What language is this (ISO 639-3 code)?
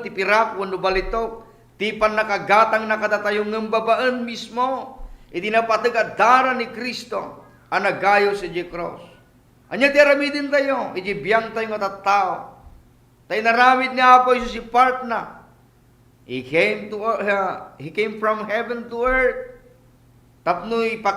ilo